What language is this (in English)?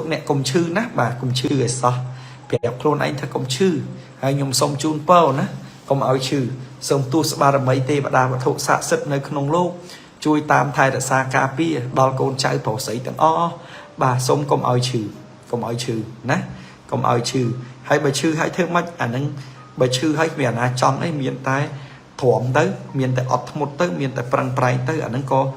Khmer